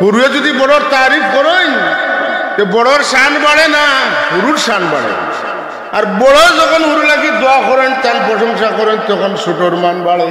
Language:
Sylheti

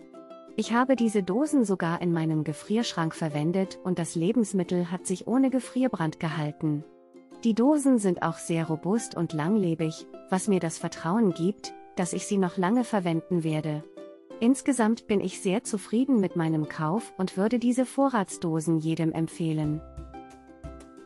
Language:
German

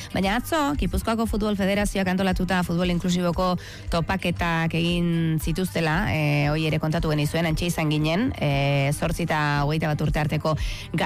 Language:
Basque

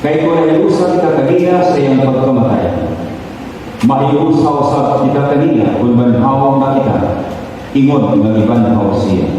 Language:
Cebuano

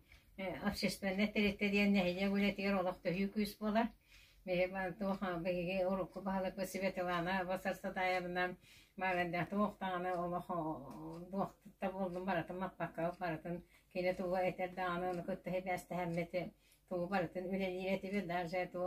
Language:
Yakut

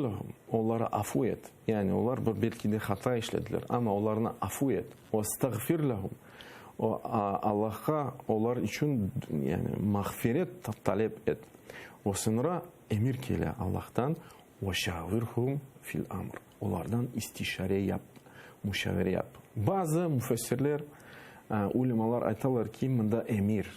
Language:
Crimean Tatar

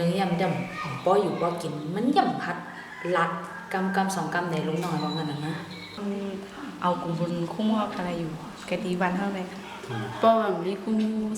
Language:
Shan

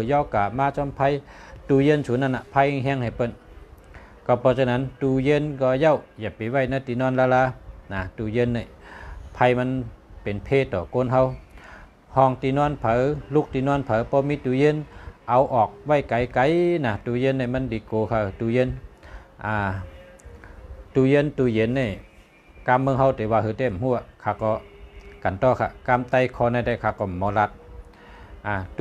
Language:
Shan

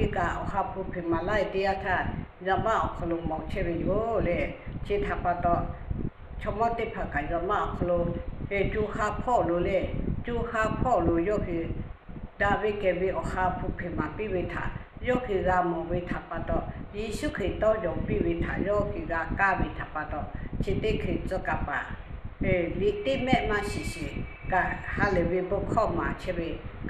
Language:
Lahu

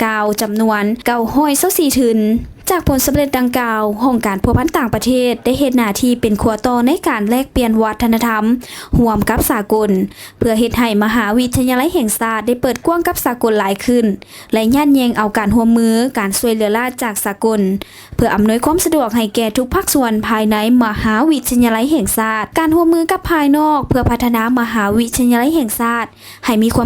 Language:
Lao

